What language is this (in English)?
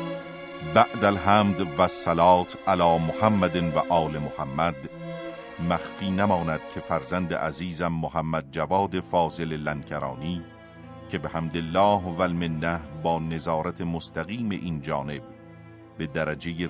Persian